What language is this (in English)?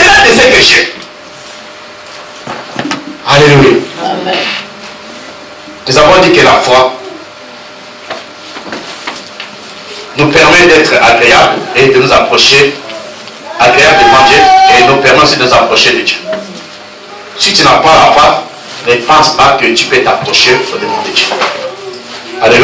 French